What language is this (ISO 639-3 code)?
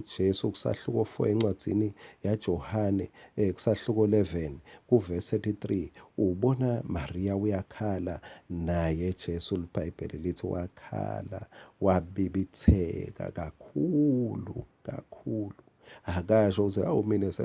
ssw